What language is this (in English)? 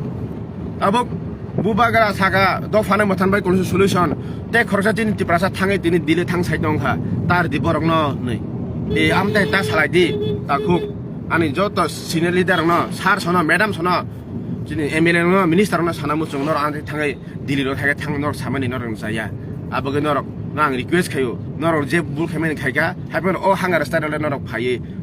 Kok Borok